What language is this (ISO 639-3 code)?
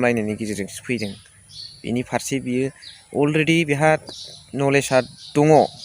brx